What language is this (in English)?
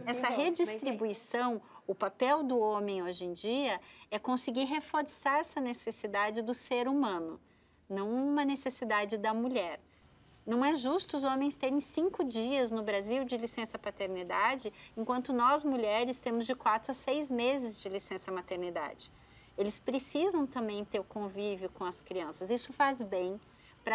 Portuguese